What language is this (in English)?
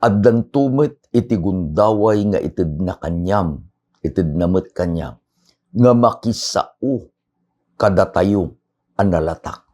Iloko